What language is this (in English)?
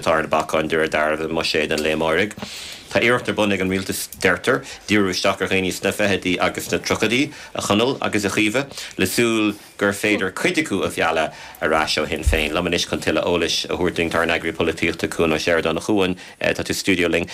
Irish